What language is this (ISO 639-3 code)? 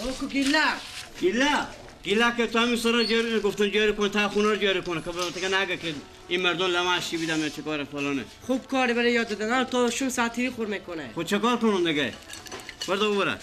fas